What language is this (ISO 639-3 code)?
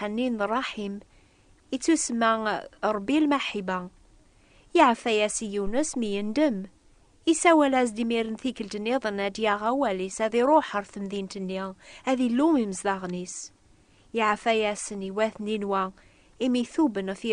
kab